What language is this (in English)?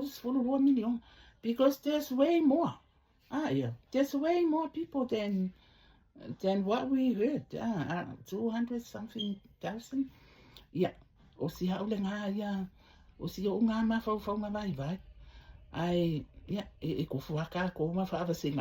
Samoan